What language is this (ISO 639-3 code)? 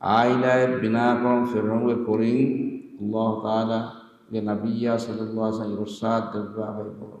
div